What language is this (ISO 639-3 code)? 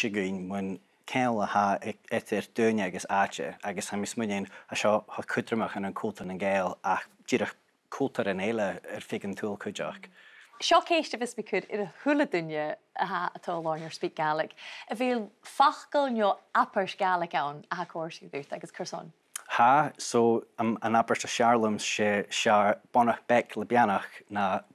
gla